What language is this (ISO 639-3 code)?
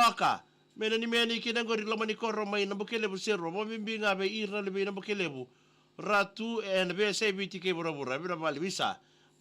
fij